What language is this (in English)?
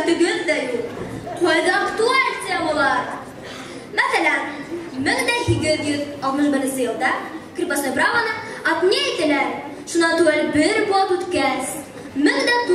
Bashkir